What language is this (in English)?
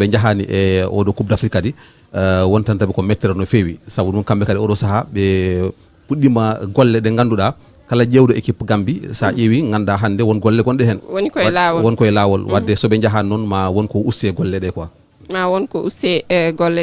Fula